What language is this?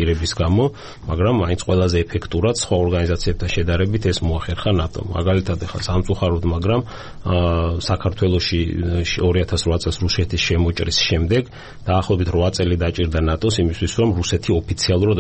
Georgian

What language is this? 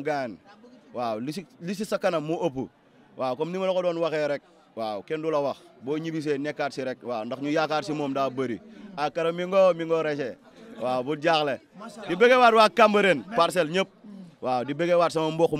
Wolof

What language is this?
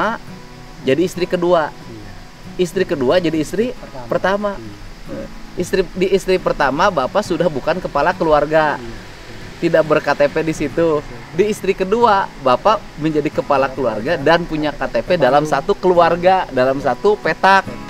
Indonesian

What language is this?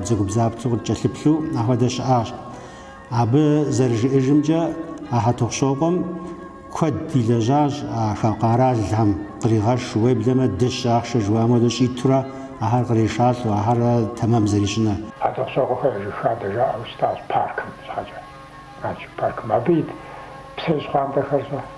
Kabardian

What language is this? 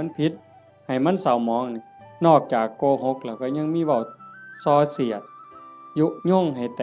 Northeastern Thai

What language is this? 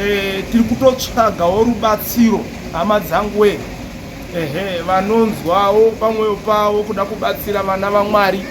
Shona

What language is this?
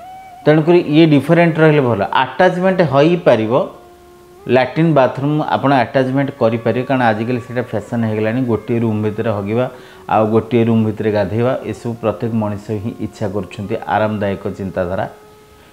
Odia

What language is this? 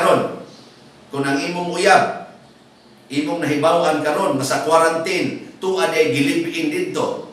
Cebuano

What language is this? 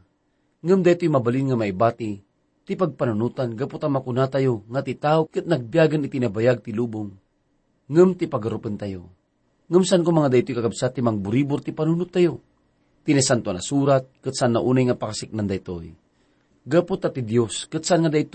Iloko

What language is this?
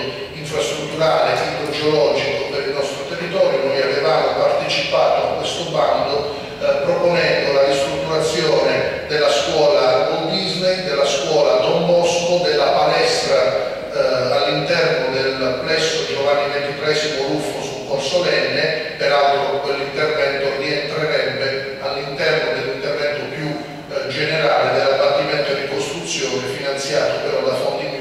Italian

